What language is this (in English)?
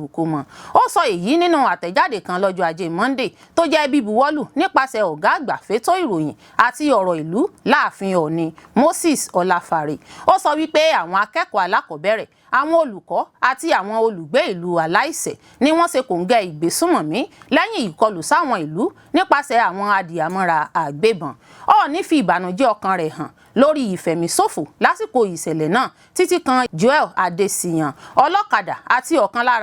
Yoruba